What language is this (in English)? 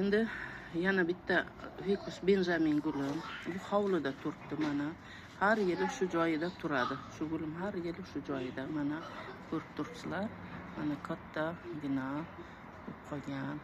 Uzbek